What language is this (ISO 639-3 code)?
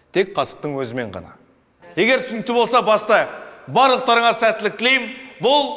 kaz